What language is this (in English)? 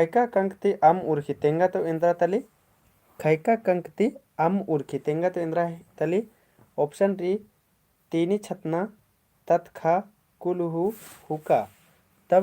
Kurukh